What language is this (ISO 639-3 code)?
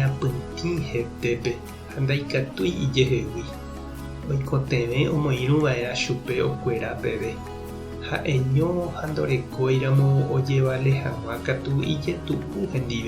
grn